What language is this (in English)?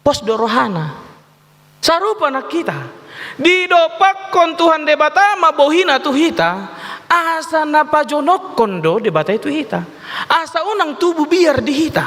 Batak Toba